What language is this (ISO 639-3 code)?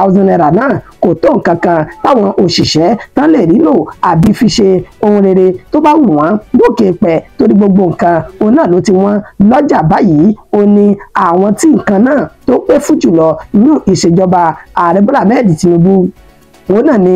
yor